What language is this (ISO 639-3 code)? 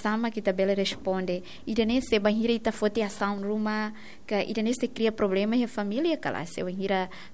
tet